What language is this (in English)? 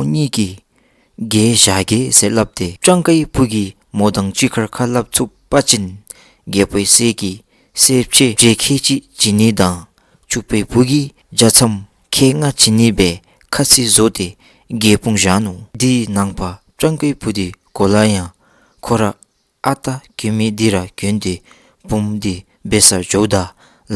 Dzongkha